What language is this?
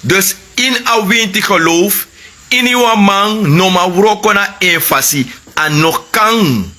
Sranan Tongo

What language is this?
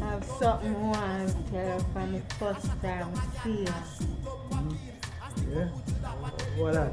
Jamaican Creole English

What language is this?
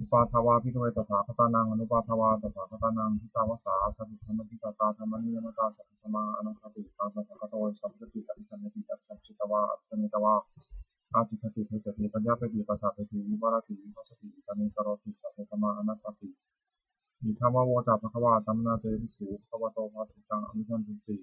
Pali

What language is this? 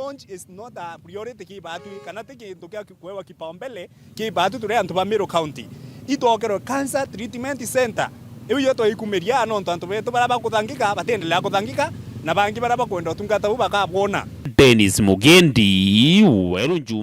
Meru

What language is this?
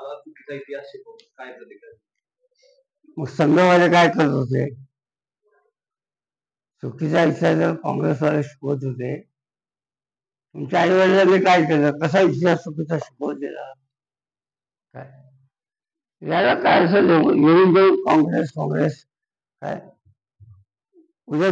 Marathi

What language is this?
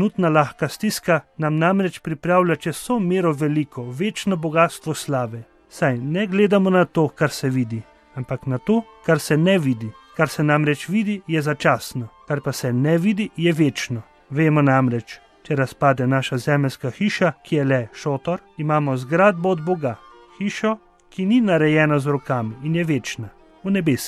Slovenian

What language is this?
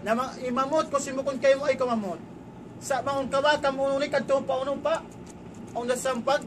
Tausug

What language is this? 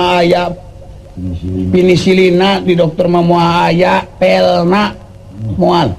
Sundanese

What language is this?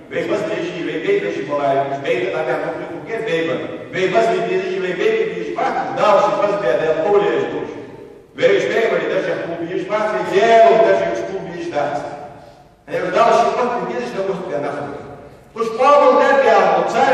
Ingush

